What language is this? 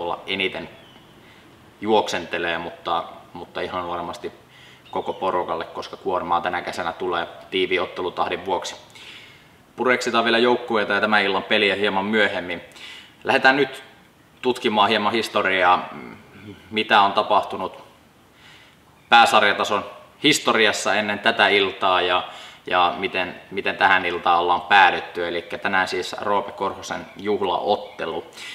Finnish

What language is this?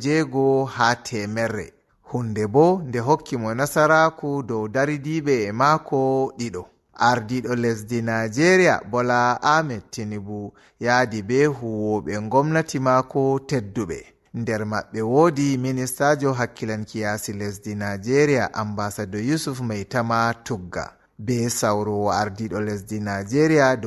Fula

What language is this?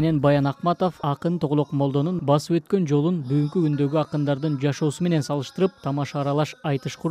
Kyrgyz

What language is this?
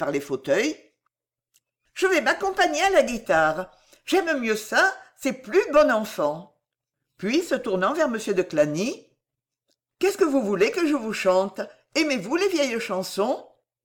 French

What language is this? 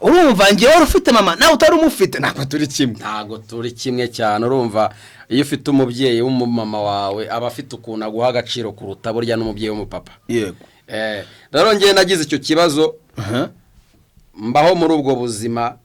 Kinyarwanda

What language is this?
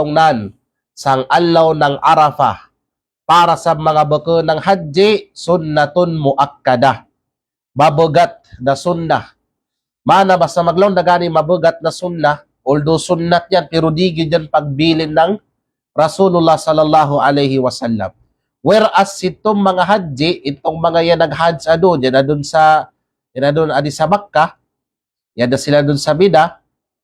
Kalagan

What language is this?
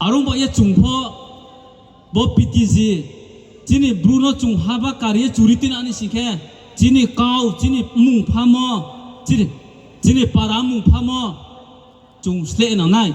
Riang (India)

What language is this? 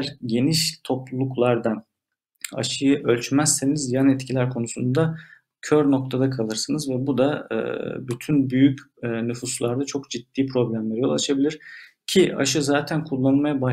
Turkish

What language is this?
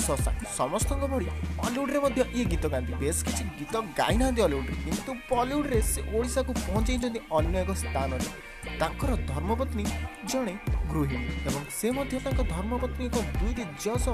Odia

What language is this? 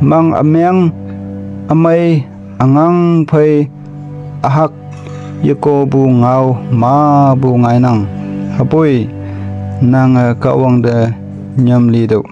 Konyak Naga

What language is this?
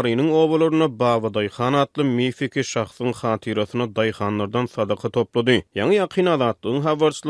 Turkmen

